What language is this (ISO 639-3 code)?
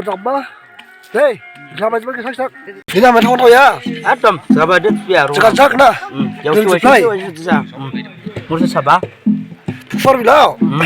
dis